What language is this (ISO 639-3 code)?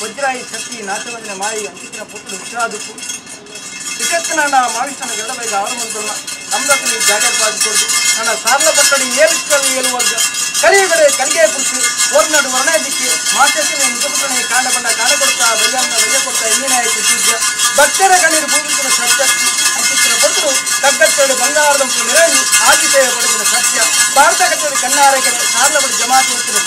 kan